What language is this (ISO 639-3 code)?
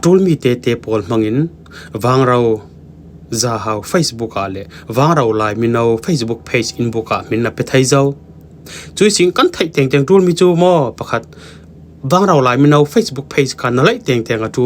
cfm